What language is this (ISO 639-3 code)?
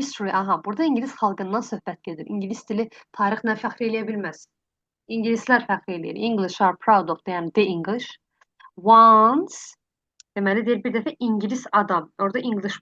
aze